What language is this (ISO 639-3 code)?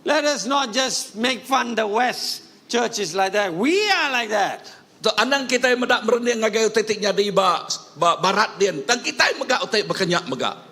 iba